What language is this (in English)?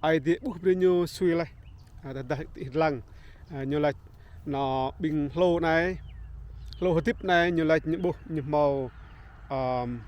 Rade